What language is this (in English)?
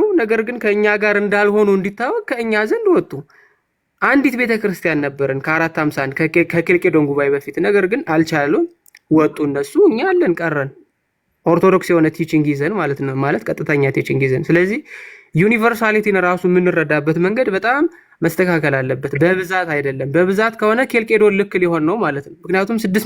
Amharic